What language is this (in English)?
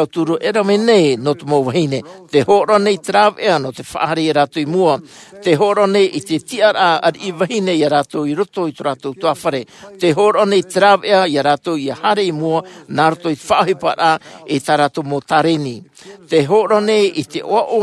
Tahitian